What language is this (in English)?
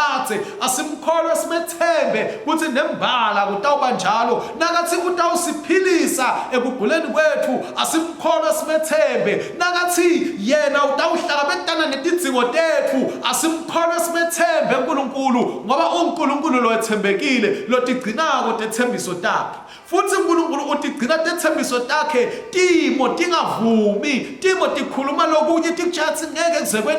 Swati